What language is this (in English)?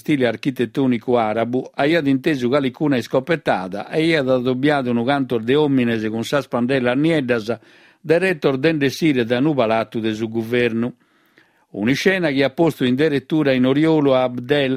Sardinian